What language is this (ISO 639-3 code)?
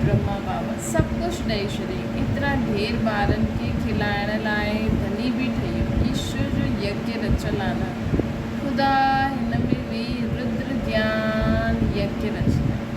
snd